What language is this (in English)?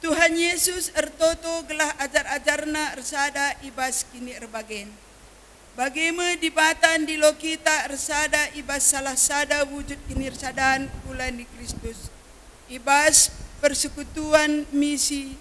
Batak Karo